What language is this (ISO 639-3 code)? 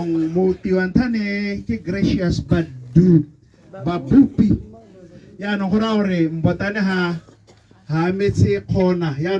tsn